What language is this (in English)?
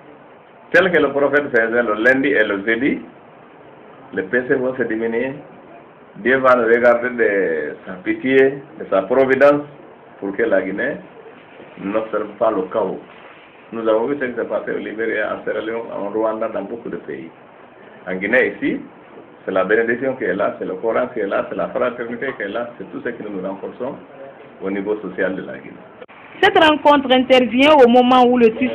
French